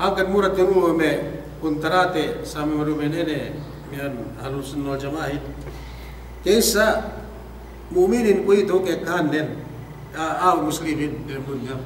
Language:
Yakan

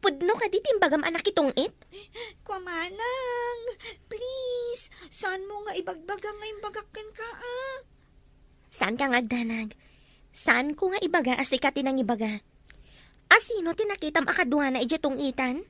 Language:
Iloko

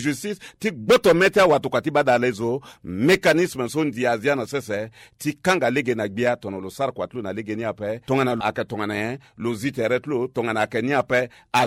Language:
Sango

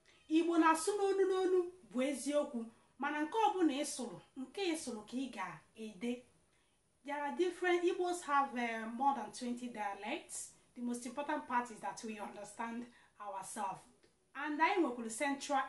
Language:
Igbo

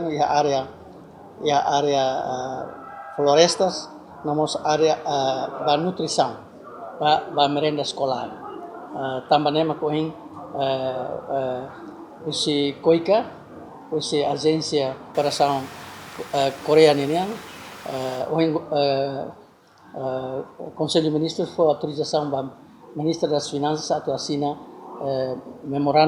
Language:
Tetum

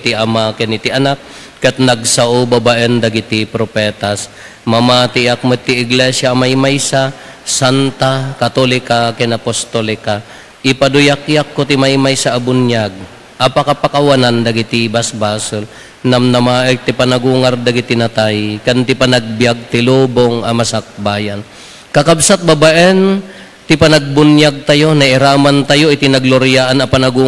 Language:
Iloko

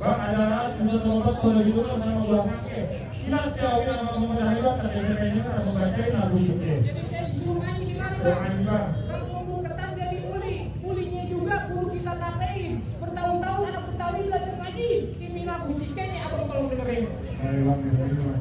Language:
Betawi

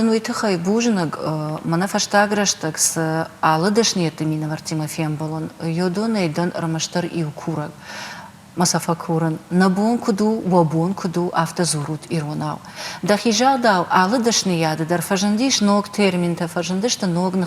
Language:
Ossetic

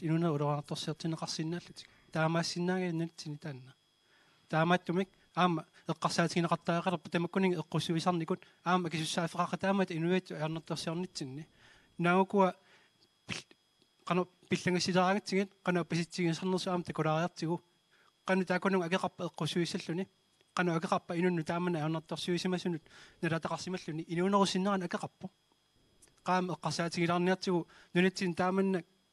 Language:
Kalaallisut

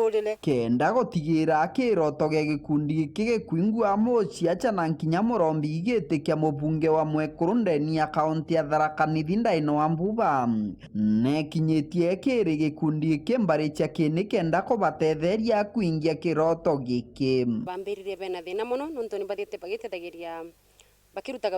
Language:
Meru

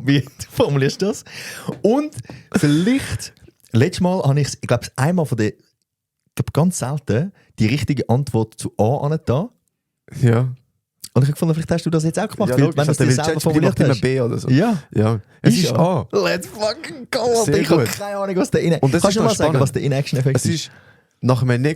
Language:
Swiss German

